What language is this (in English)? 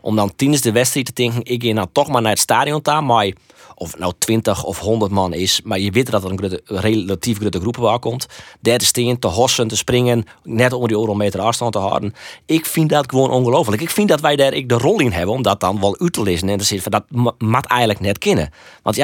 Western Frisian